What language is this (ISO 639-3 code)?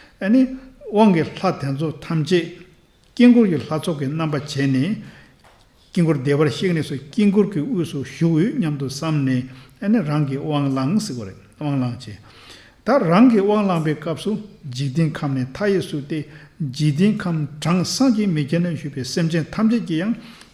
bod